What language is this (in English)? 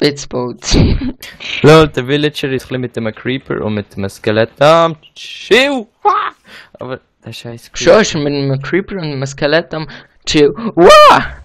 Swiss German